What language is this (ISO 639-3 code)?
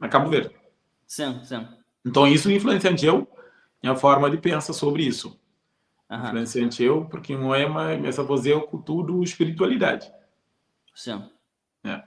kea